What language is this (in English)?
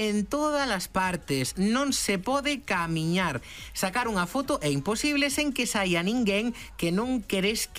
Galician